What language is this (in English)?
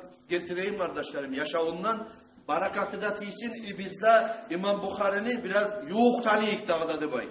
Kumyk